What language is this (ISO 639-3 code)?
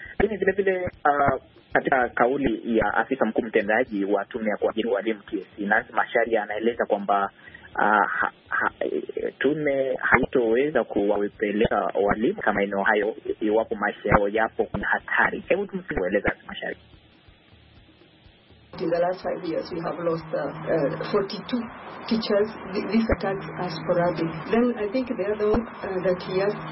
swa